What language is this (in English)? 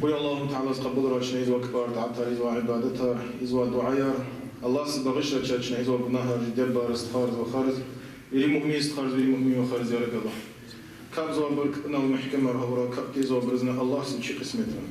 Lezghian